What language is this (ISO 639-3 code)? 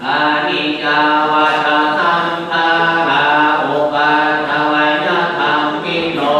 pli